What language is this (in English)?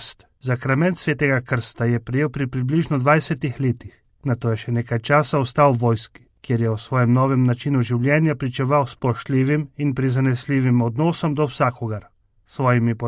Slovenian